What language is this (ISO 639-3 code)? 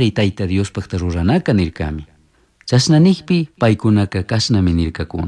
qug